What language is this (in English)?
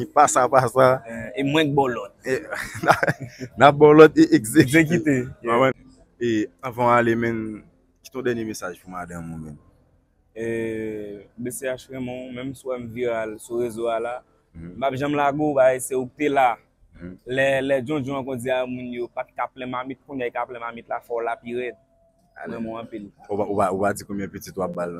Haitian Creole